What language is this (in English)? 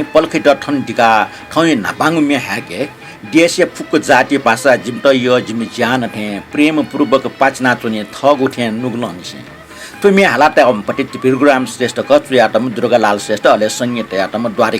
Newari